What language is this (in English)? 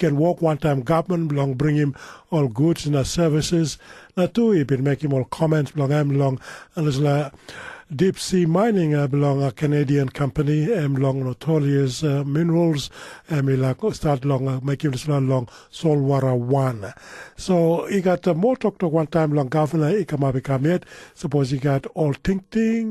Tok Pisin